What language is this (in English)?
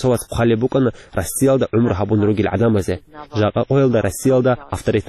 Avaric